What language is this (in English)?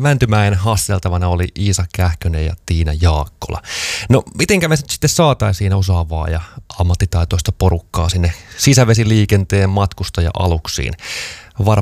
Finnish